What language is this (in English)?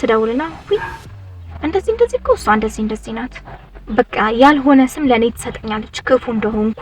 Amharic